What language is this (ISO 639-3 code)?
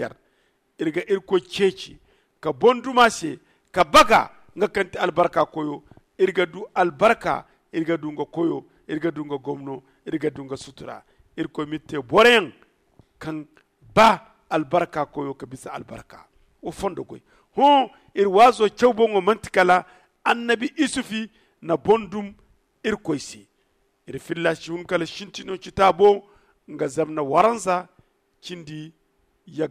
dje